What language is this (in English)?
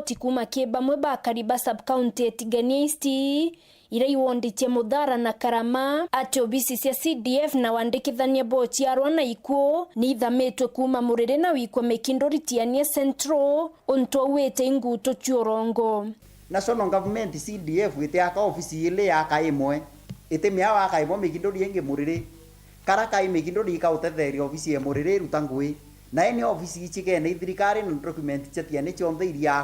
Meru